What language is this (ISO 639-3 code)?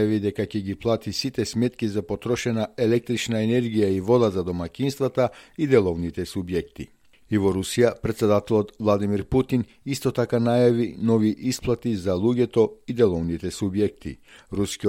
mkd